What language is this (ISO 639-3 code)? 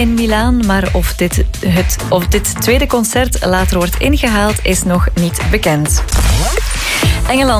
nld